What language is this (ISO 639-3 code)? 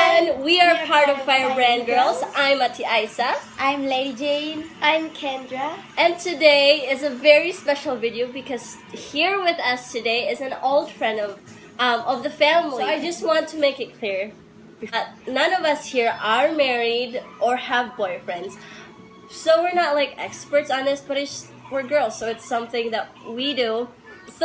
ceb